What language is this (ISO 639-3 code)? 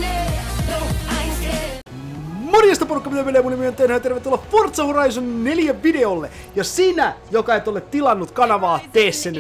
fin